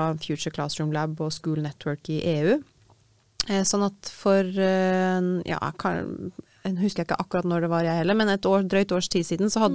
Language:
Norwegian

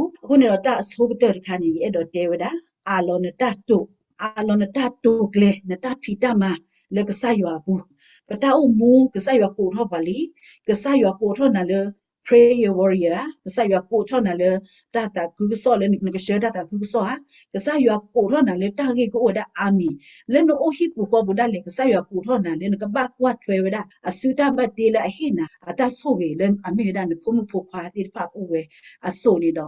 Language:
S'gaw Karen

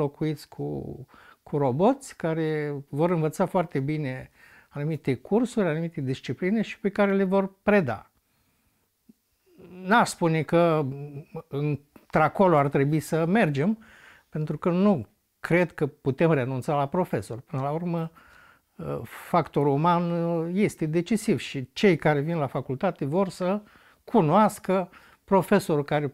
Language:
Romanian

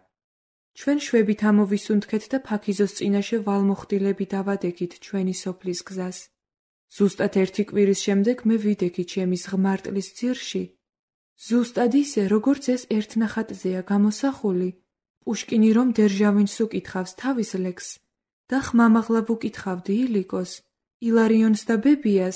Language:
Georgian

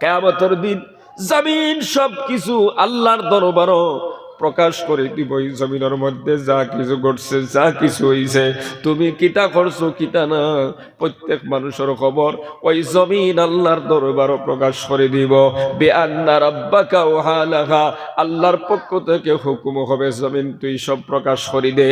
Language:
Sylheti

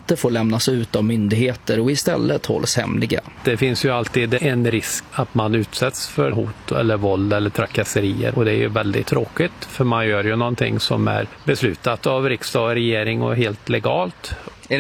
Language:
Swedish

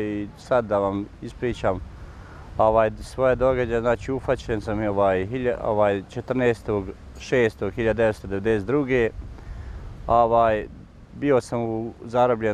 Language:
Bosnian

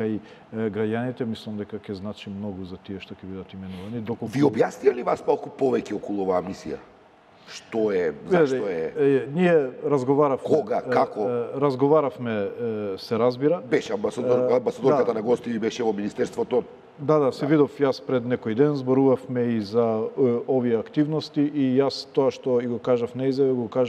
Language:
Macedonian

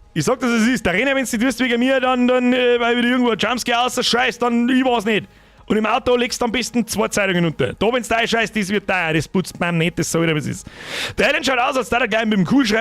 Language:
Bavarian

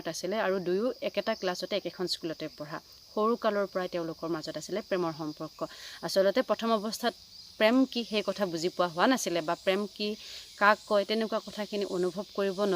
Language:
Assamese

